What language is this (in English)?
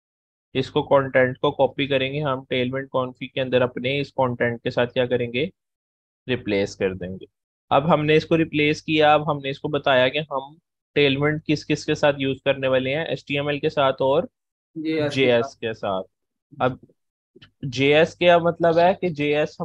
Hindi